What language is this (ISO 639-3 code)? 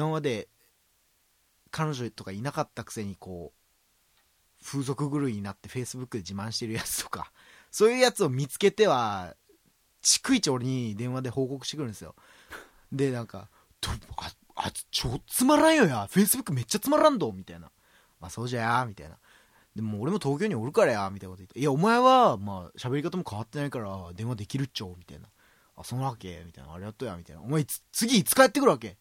jpn